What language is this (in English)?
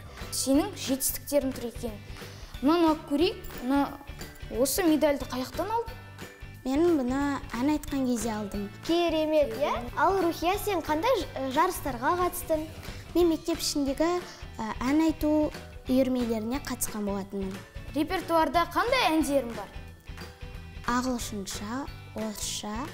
Kazakh